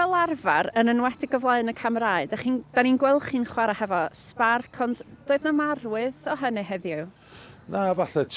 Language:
Welsh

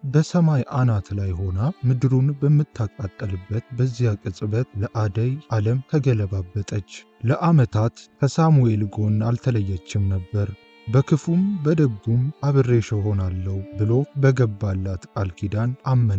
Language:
Amharic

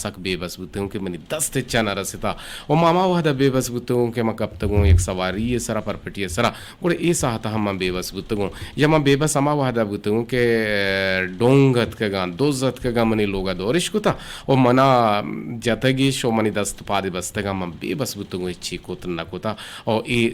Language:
Eastern Balochi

